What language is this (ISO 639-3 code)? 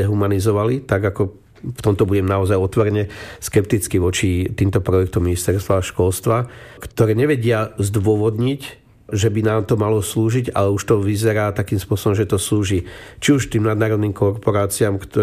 slk